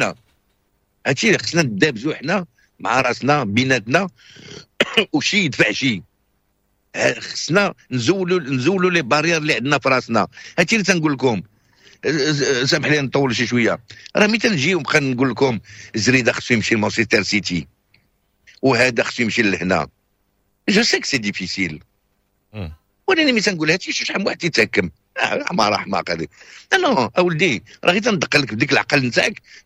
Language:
Moroccan Arabic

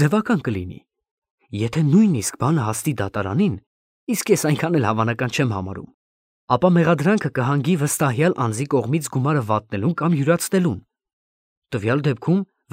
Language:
Armenian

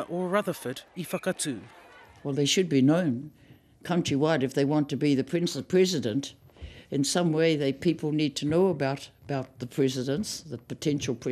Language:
Māori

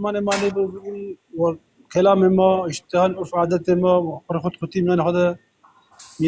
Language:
Zaza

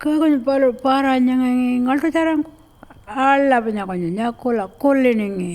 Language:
Pitjantjatjara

